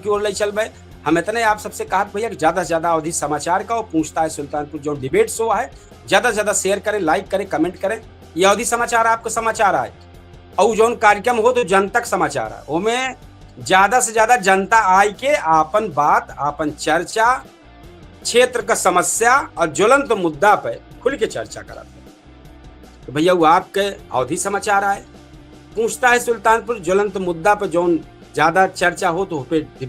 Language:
Awadhi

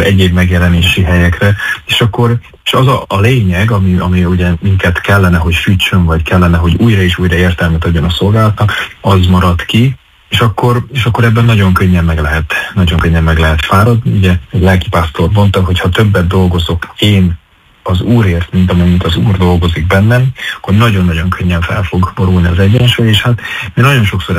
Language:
Hungarian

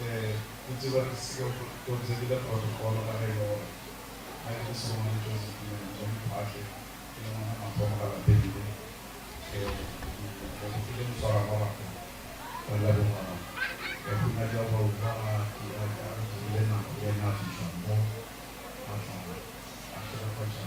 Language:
Northern Sotho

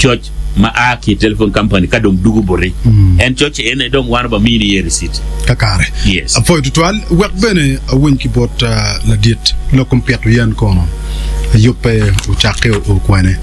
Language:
Acoli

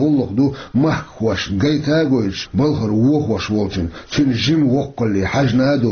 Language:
Chechen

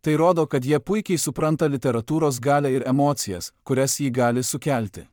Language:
Lithuanian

